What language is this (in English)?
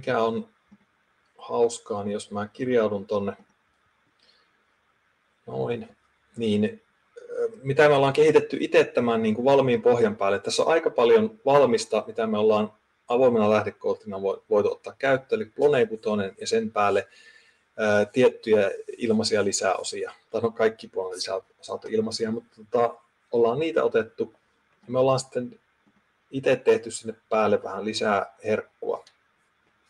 Finnish